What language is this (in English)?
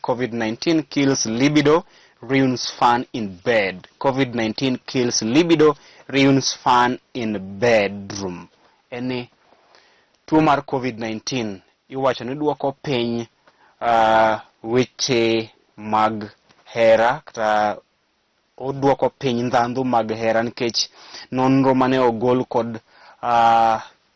Luo (Kenya and Tanzania)